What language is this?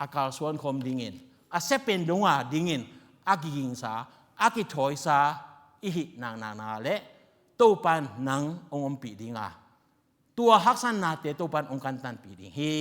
Tedim Chin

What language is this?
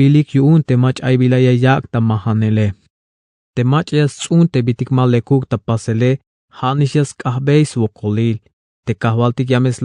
Tzeltal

